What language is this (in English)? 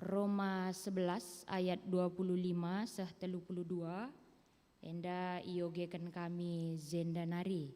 Batak Karo